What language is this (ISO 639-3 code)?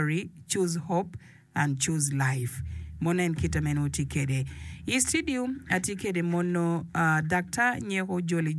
ach